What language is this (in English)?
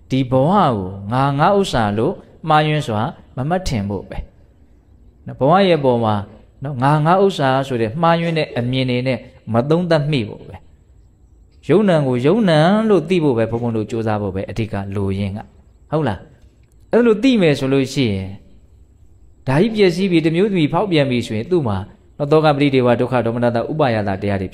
Burmese